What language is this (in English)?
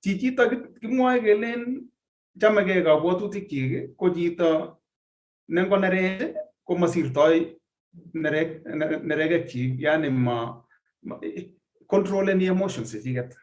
Kalenjin